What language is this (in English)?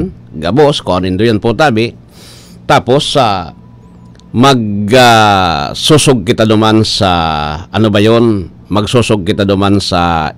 Bikol